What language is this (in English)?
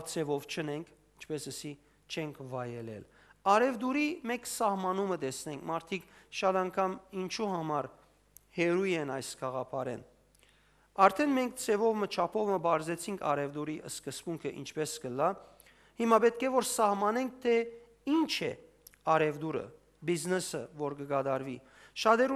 Western Armenian